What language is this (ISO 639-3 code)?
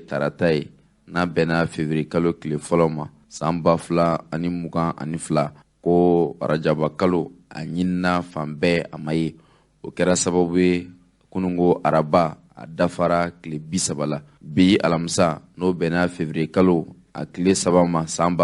bam